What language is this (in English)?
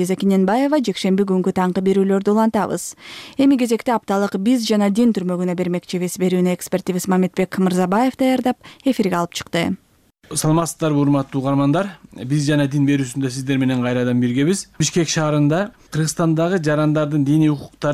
Kyrgyz